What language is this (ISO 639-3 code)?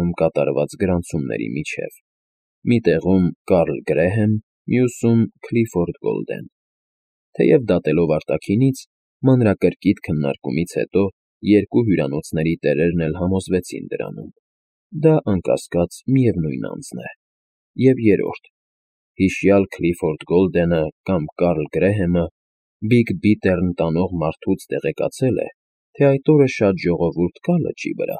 hye